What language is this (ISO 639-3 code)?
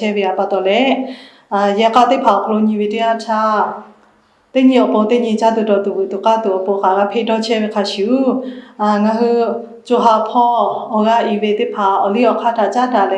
lhu